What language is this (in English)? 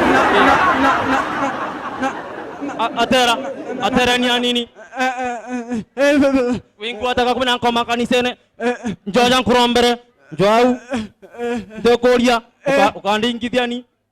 Meru